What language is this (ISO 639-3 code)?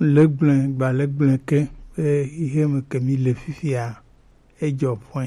gej